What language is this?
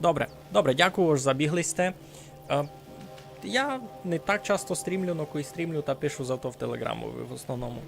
Rusyn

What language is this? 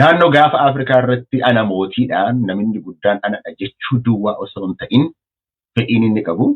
Oromo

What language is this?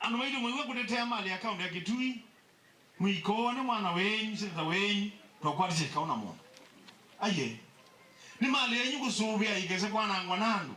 Kamba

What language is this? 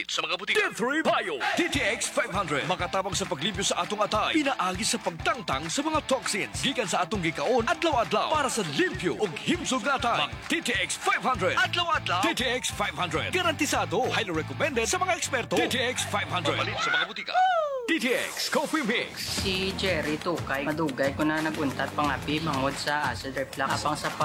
Cebuano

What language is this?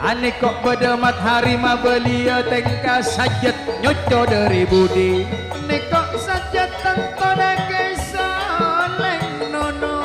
Madurese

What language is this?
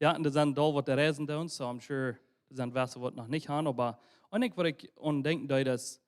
Plautdietsch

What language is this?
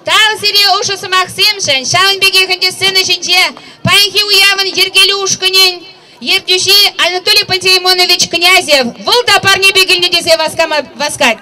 Chuvash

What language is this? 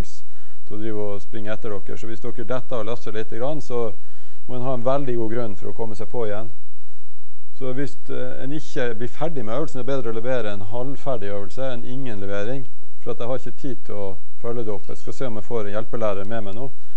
Norwegian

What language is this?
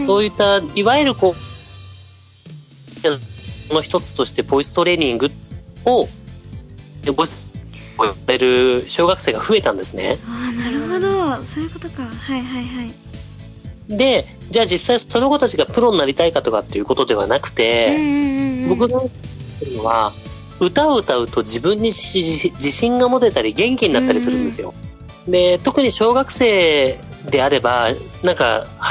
Japanese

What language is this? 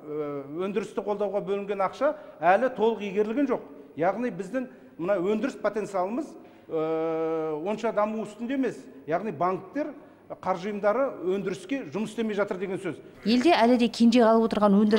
Kazakh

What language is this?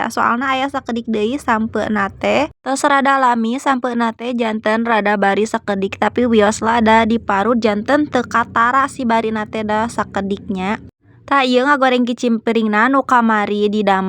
Sundanese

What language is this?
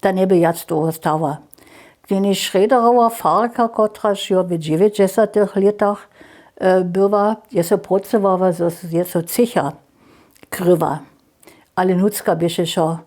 Upper Sorbian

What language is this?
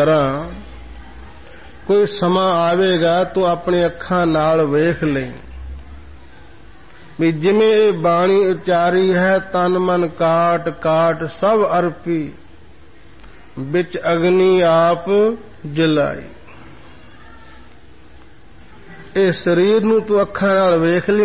Punjabi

